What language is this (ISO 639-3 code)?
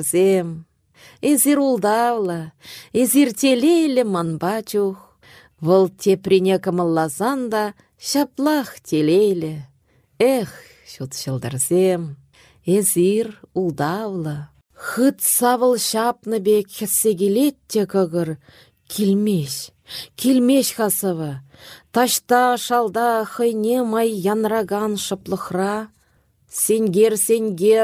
chv